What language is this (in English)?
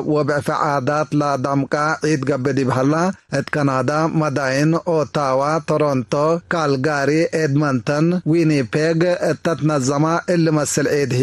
Tigre